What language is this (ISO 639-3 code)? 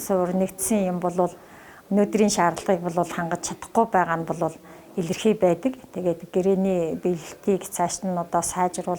mon